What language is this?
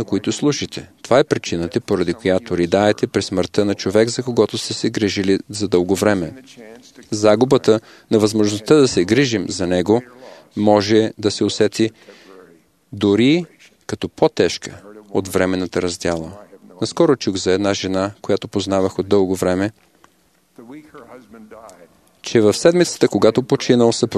Bulgarian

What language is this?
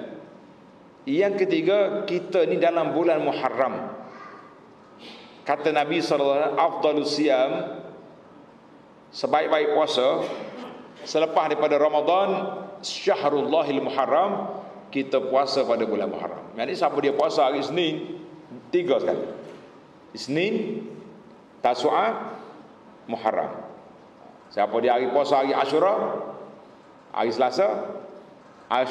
Malay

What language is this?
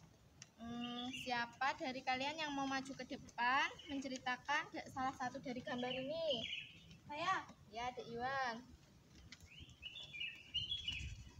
Indonesian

